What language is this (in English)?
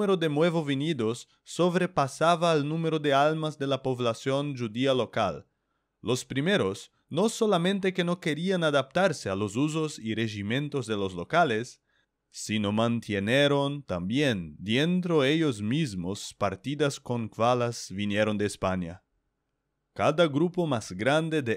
Ladino